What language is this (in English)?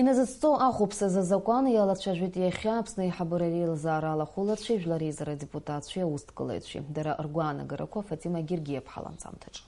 Abkhazian